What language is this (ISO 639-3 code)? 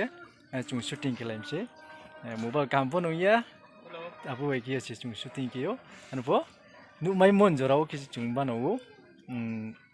ria